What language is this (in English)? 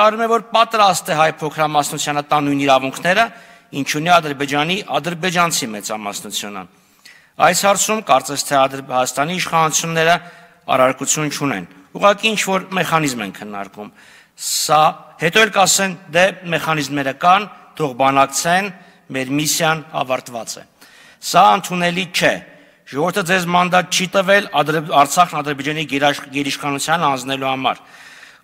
Armenian